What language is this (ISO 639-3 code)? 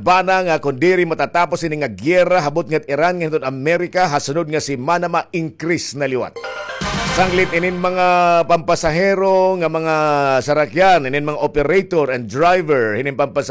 war